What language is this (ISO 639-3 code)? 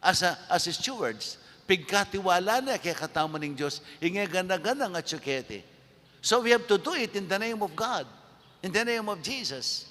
pam